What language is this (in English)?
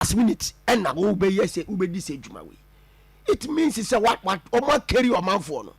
Akan